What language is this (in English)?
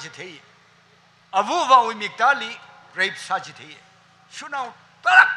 Tangkhul Naga (India)